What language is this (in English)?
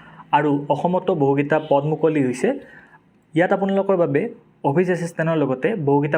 Assamese